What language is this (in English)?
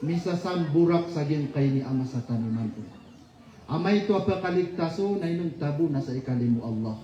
Maranao